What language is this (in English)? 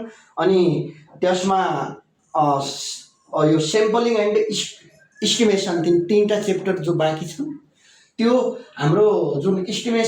Nepali